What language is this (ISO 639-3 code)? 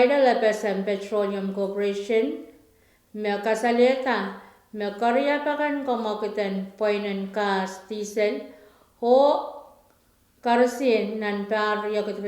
pon